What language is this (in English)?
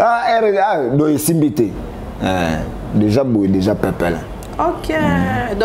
Lingala